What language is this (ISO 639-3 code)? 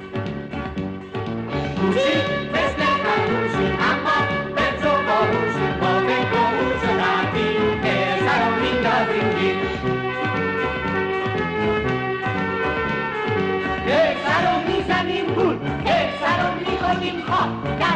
fas